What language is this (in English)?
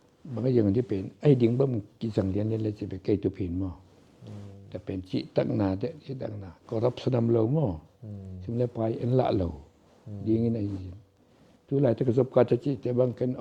Tedim Chin